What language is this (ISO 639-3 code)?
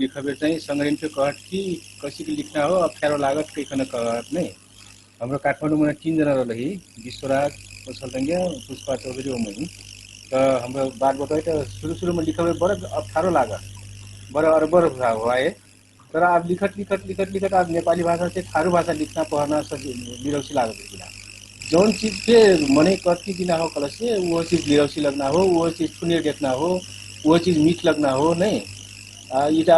thl